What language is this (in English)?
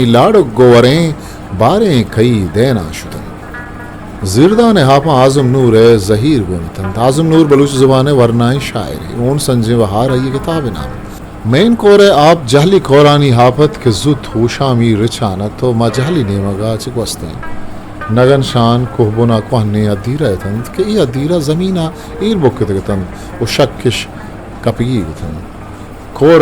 Eastern Balochi